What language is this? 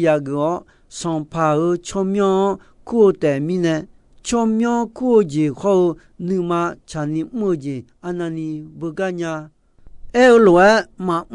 Akha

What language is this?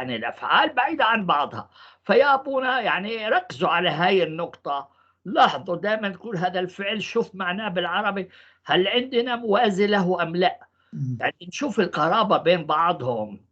North Levantine Arabic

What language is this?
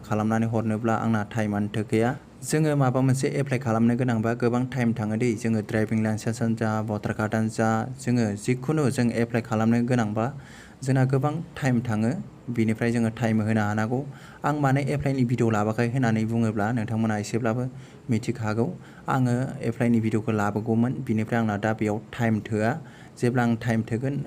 Bodo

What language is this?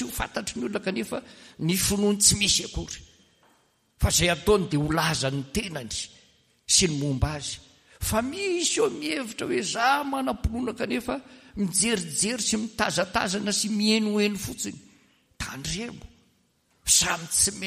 Malagasy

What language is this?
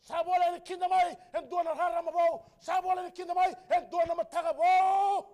Fijian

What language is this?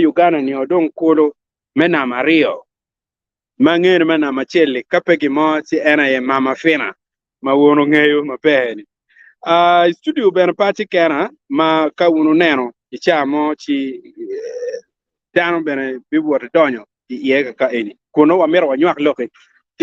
Acoli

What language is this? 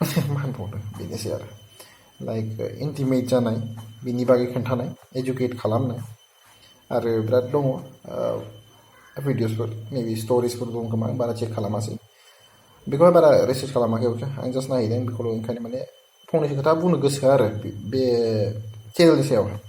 Bodo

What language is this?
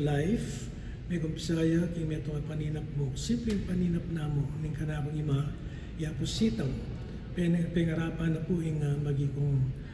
Pampanga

